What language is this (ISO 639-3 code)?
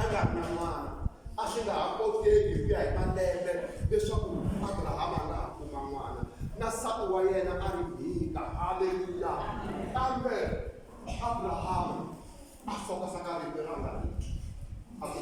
tso